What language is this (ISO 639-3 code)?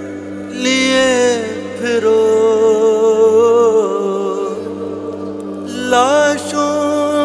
urd